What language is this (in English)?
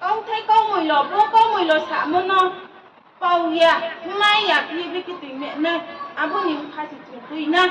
Riang (India)